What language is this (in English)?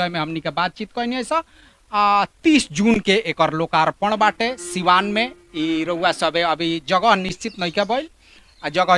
Bhojpuri